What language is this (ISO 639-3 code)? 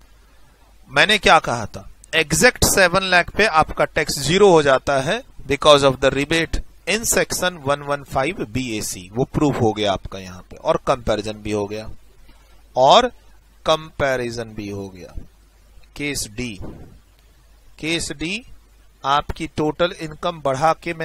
hin